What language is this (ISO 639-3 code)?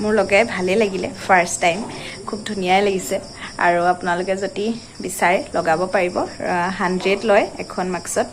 asm